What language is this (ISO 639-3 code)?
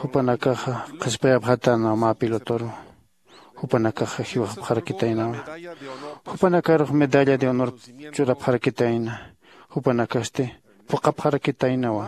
aym